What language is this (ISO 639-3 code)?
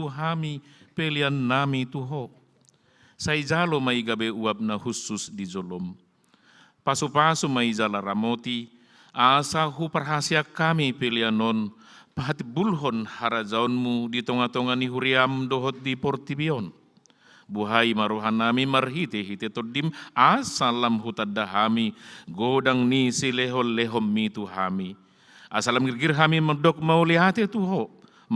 bbc